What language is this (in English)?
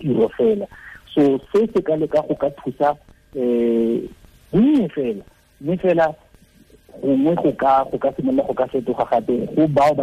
Tswana